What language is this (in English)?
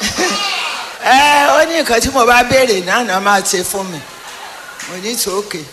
Yoruba